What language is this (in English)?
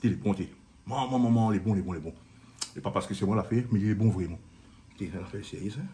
Réunion Creole French